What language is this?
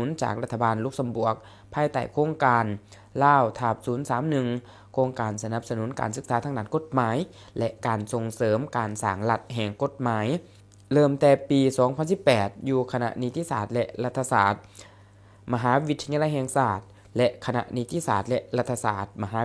Lao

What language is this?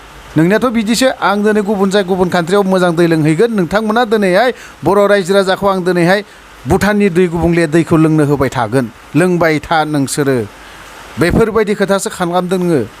Bodo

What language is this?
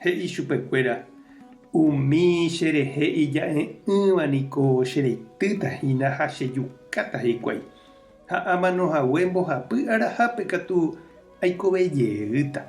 Guarani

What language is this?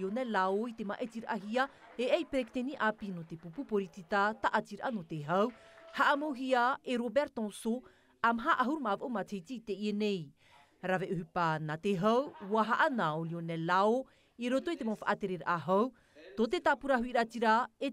Tahitian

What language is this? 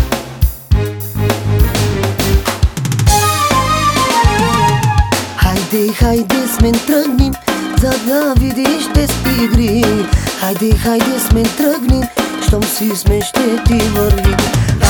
Bulgarian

